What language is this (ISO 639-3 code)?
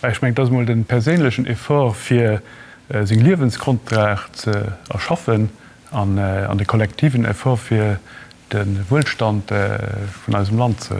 ltz